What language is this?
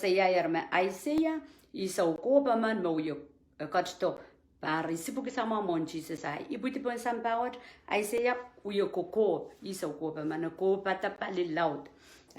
Pohnpeian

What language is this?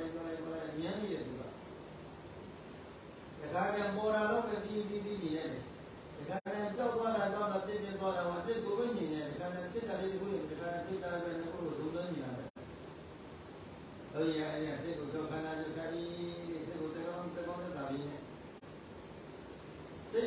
Burmese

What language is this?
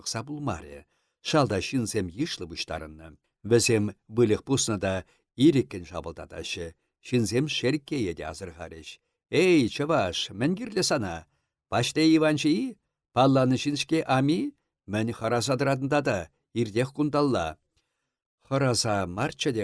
Chuvash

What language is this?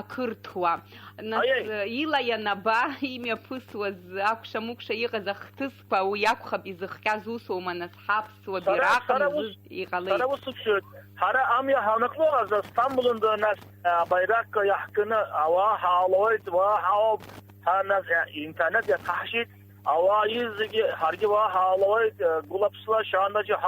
Abkhazian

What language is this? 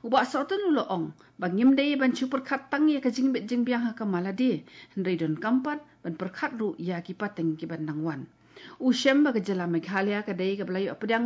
Khasi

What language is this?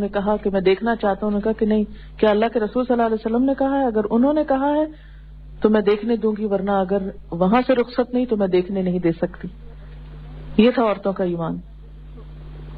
Urdu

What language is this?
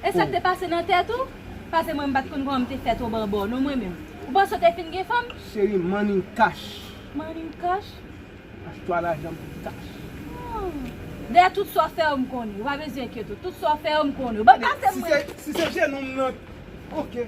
Haitian Creole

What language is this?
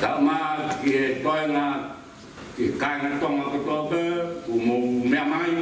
Tongan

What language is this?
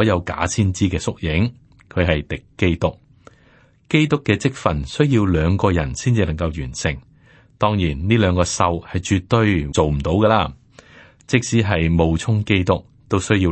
Cantonese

